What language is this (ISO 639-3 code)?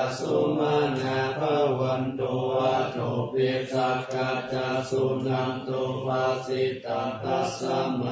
pli